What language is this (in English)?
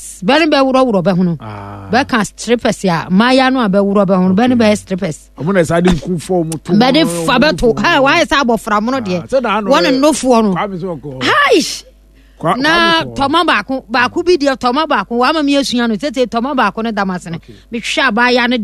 Akan